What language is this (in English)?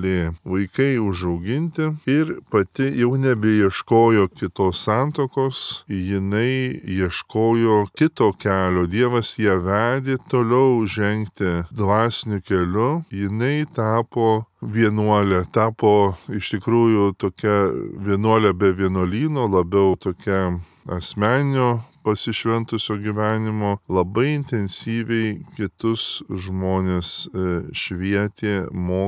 Lithuanian